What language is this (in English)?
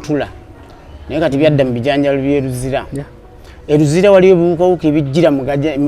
Ganda